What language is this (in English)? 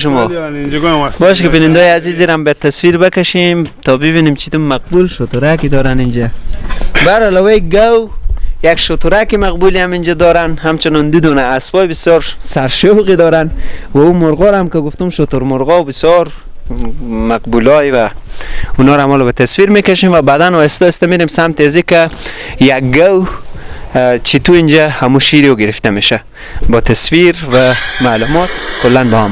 Persian